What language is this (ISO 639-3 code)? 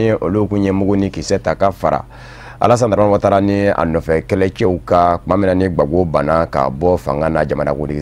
bam